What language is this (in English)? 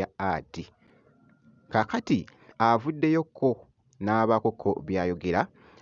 Ganda